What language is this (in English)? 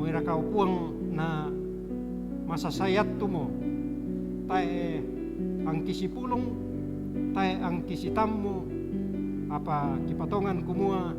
Toraja-Sa'dan